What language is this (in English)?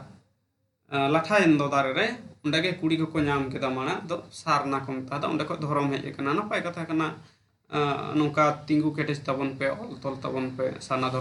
Santali